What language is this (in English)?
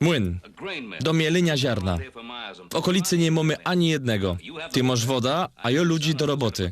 Silesian